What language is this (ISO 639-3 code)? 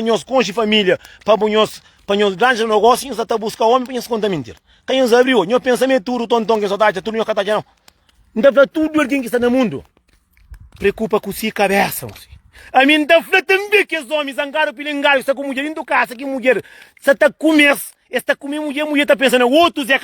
kea